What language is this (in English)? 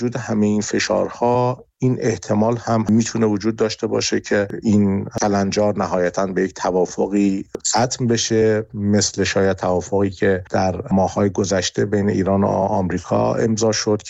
Persian